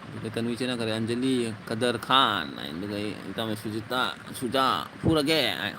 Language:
Manipuri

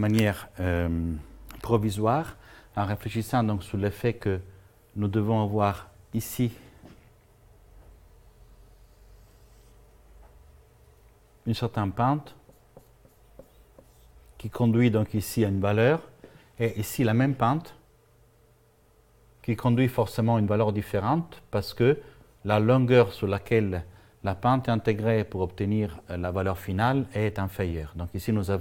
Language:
French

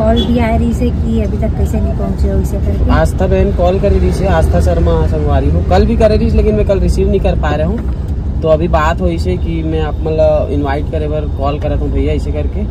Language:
Chhattisgarhi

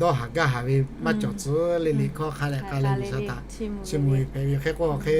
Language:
Lahu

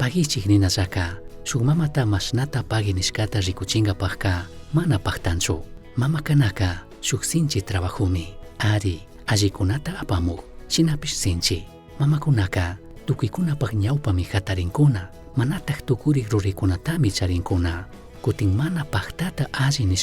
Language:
Chimborazo Highland Quichua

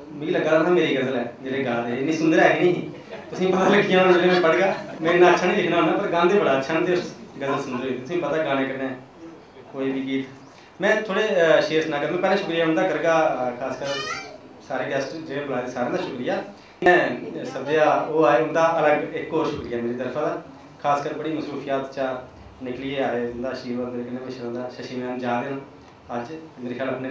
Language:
Dogri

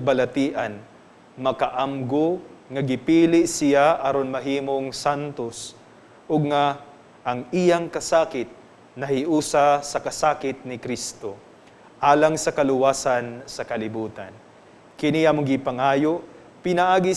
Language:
Cebuano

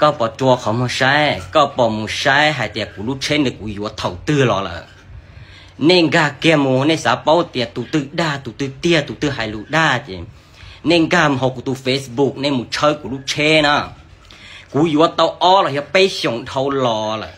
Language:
Hmong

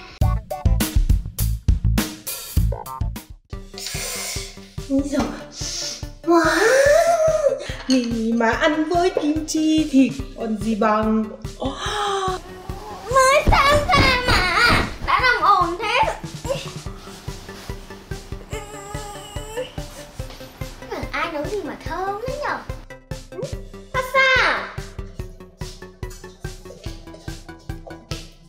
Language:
Vietnamese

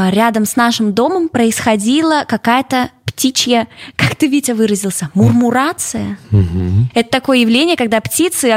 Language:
Russian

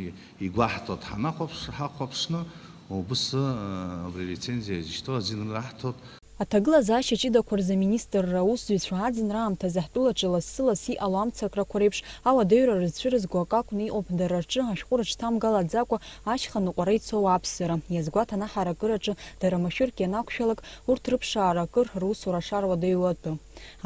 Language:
Abkhazian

